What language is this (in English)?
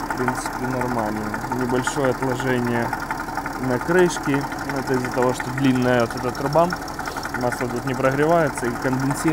Russian